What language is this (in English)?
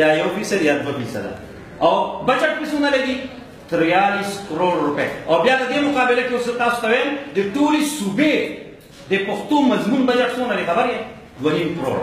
Pashto